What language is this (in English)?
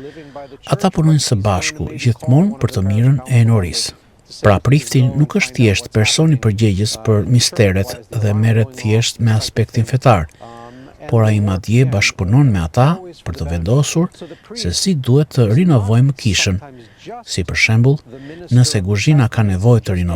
Albanian